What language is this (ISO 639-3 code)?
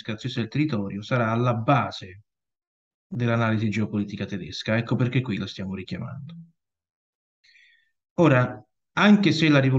ita